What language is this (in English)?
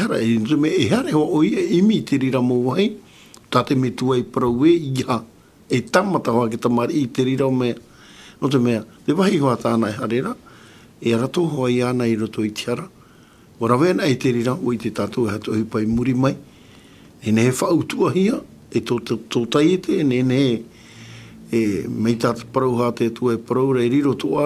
Tahitian